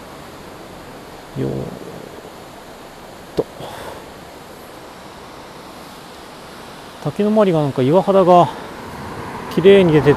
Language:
Japanese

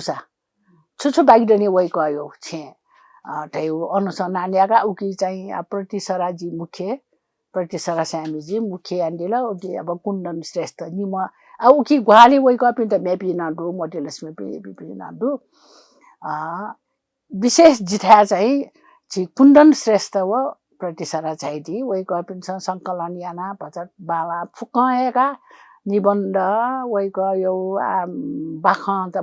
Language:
Newari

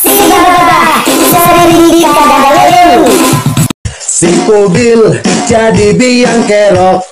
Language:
Betawi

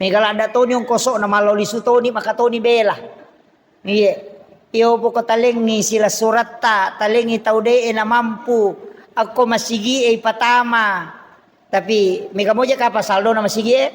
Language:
Buginese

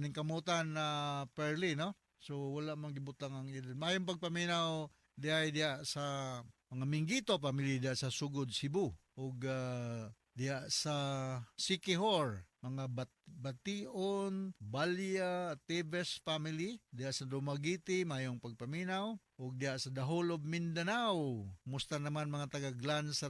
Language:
Cebuano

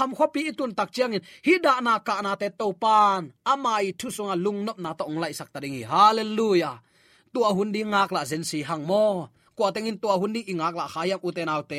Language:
Tedim Chin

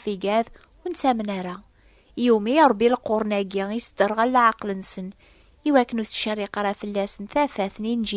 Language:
Kabyle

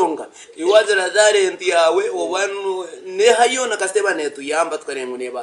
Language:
Nyankole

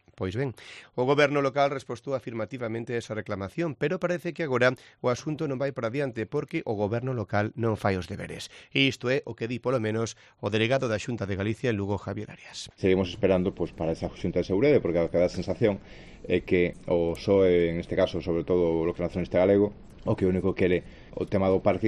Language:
Galician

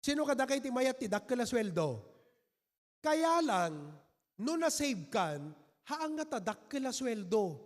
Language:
Iloko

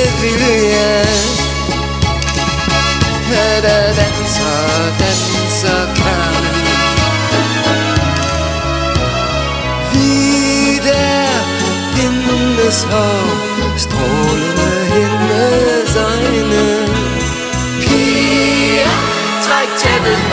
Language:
Danish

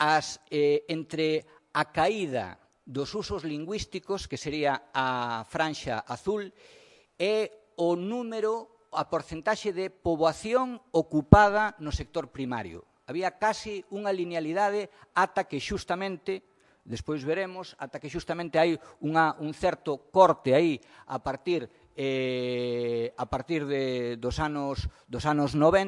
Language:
Galician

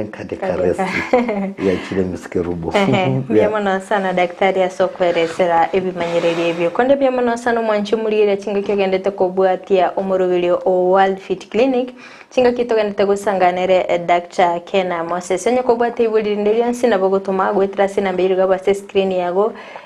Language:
Gusii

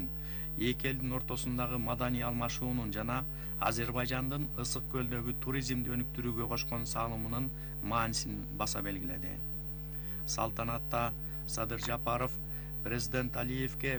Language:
Kyrgyz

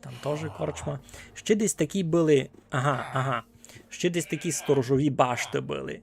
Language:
Rusyn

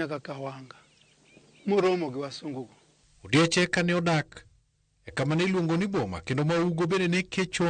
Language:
Luo (Kenya and Tanzania)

